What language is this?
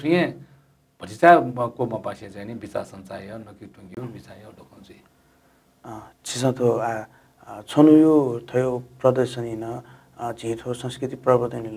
Newari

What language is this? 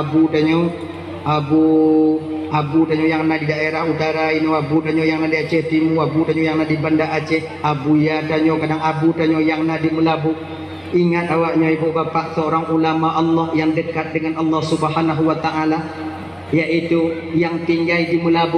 Achinese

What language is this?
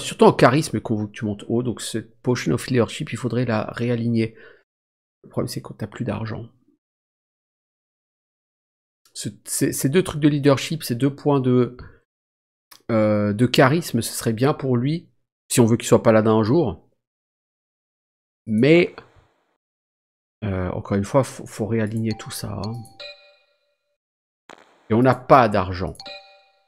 French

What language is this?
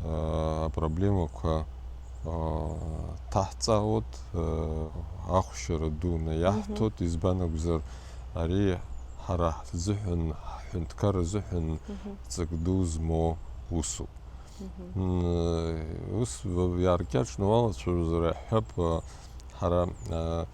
Abkhazian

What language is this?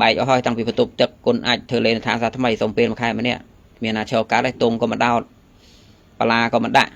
Khmer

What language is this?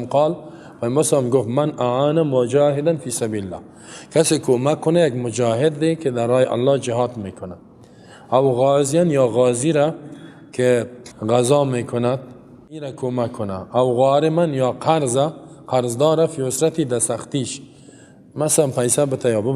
Persian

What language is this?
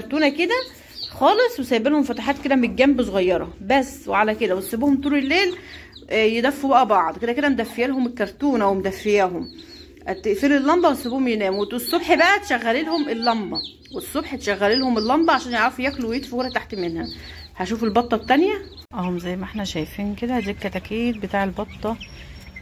Egyptian Arabic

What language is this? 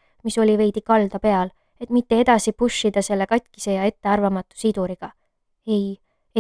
Estonian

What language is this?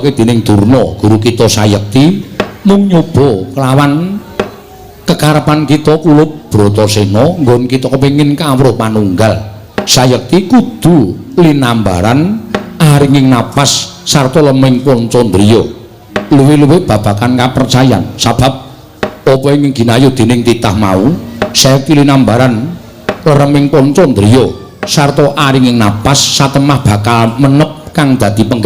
Javanese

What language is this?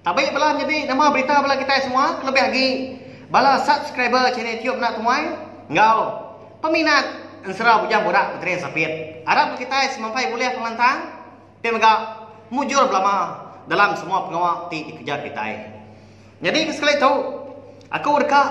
Iban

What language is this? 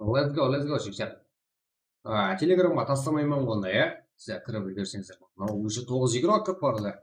Kara-Kalpak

